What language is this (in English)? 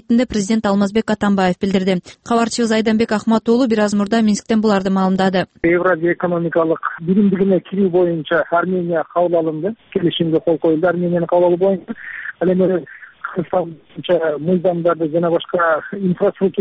Kyrgyz